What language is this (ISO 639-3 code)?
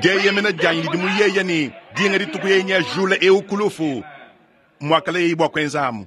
lua